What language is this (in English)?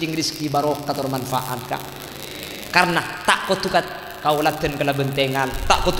Madurese